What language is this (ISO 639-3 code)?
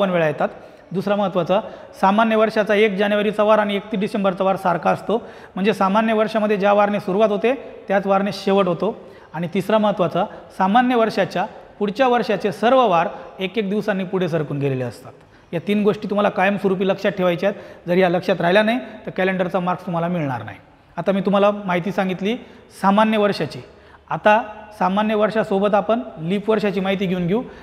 mar